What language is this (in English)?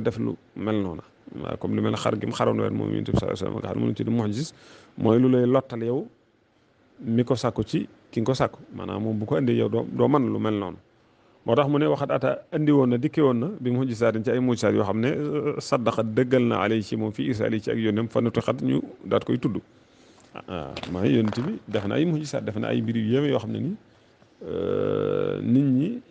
Wolof